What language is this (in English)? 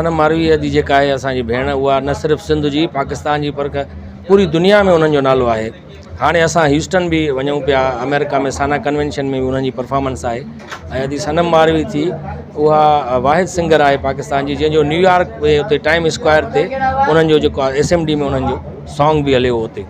Sindhi